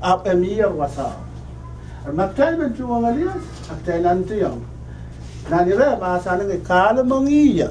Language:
Pohnpeian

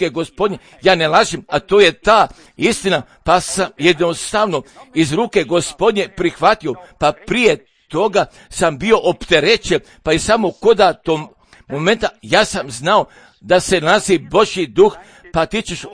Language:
Croatian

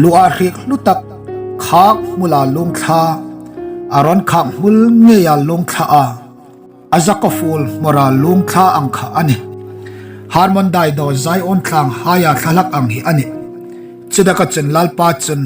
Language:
Hmar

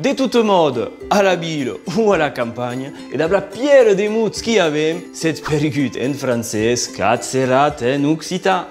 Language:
Occitan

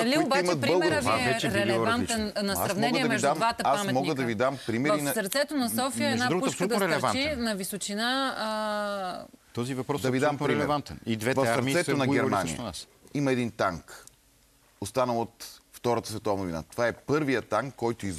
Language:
Bulgarian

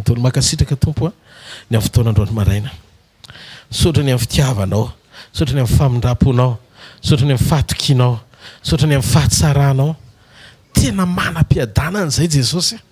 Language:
Malagasy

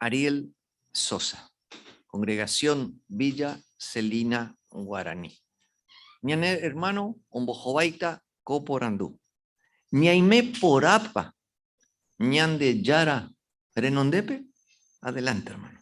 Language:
Guarani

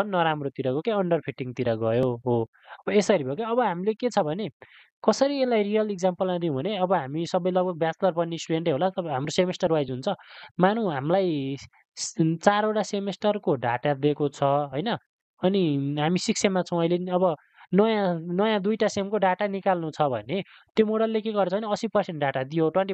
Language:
Nepali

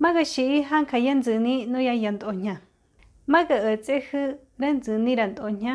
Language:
Mezquital Otomi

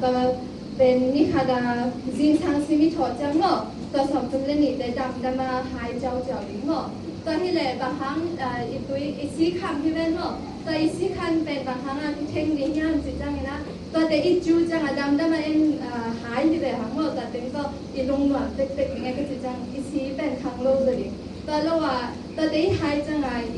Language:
Tedim Chin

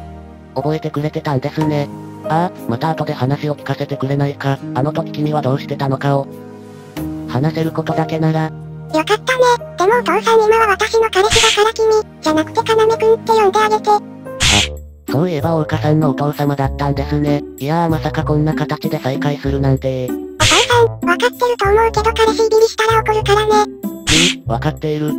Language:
Japanese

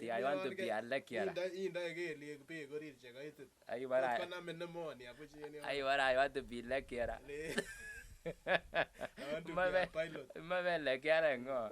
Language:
Kalenjin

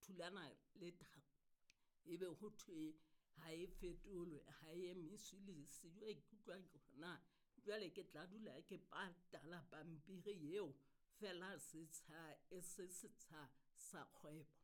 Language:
Southern Sotho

